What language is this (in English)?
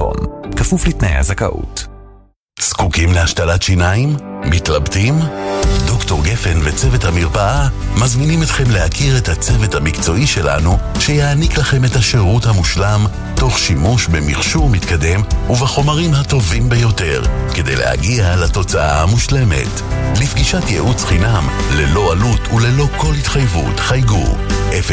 Hebrew